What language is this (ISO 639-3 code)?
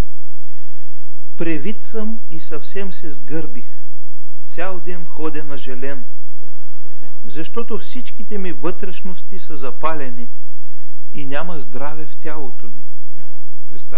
bul